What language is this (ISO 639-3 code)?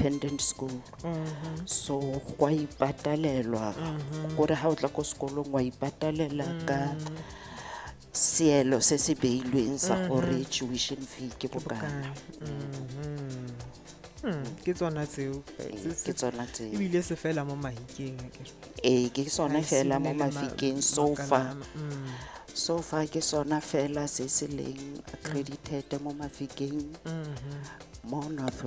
tsn